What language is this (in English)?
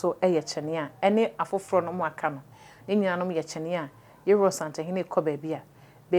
Akan